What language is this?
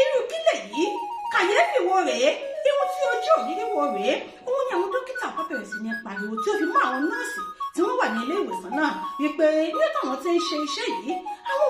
Yoruba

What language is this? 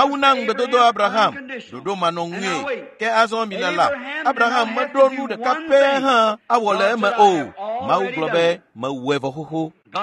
Ewe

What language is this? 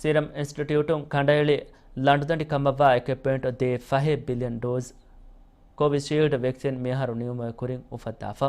Divehi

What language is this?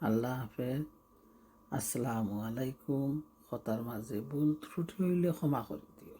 Sylheti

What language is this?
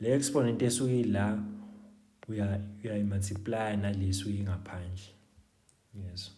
Zulu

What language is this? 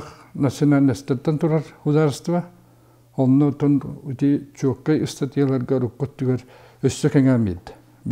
Yakut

